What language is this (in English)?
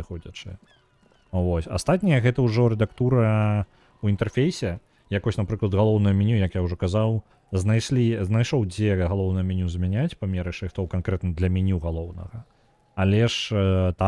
Belarusian